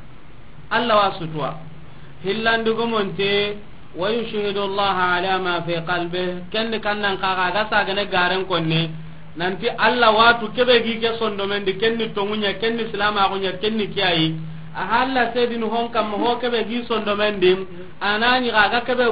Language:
Soninke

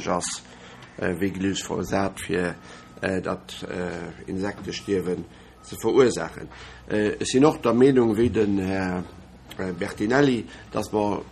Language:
Luxembourgish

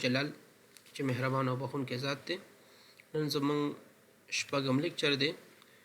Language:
Pashto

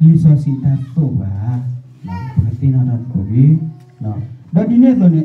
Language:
S'gaw Karen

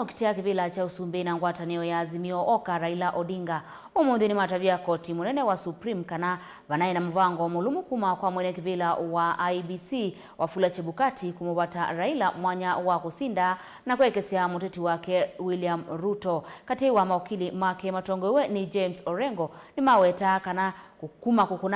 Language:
Kamba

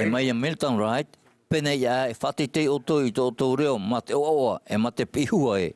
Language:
Tahitian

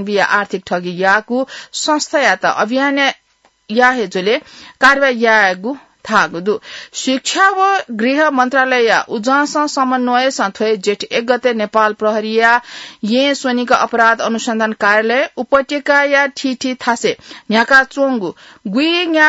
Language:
Newari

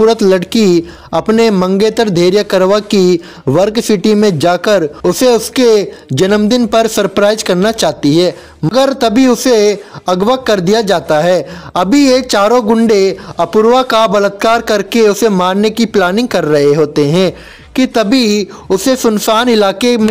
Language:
Hindi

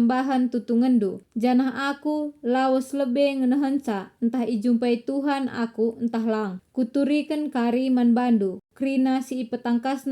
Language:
Batak Karo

